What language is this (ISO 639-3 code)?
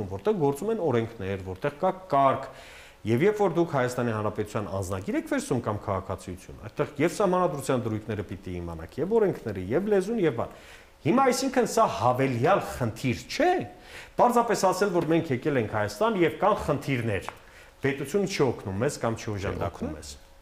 hye